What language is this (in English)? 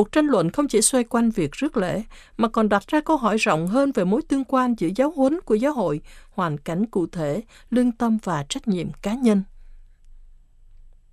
Vietnamese